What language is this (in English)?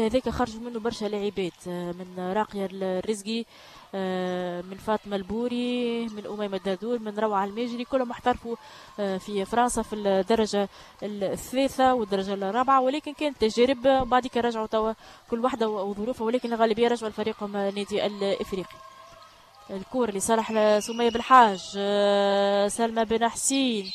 Tunisian Arabic